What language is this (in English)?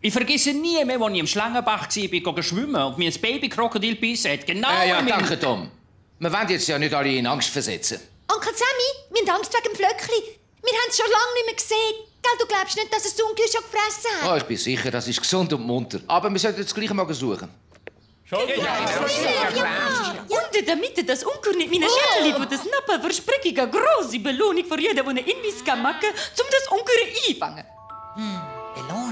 Swiss German